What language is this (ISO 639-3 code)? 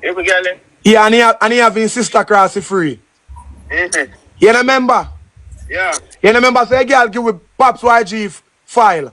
jam